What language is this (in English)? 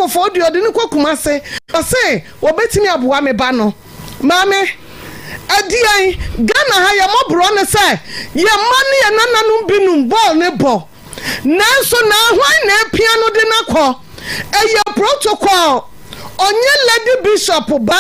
Akan